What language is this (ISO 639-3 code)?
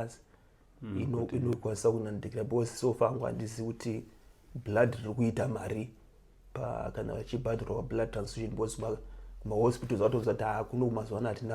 sna